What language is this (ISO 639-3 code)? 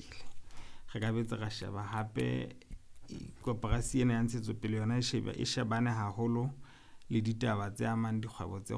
sot